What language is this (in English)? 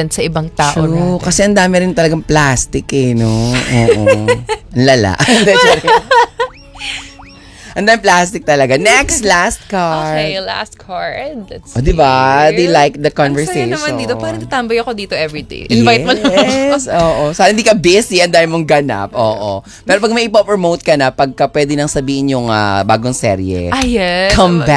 Filipino